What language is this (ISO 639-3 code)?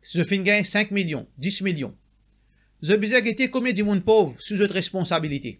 mfe